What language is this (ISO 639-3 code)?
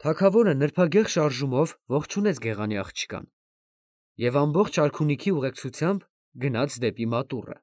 hye